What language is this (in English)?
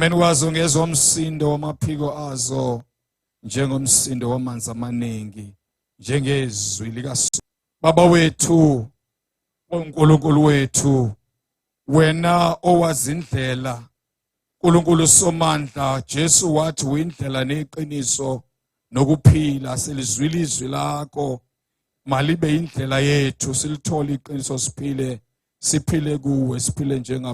Zulu